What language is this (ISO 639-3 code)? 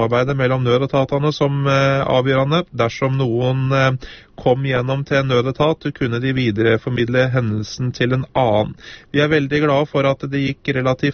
nor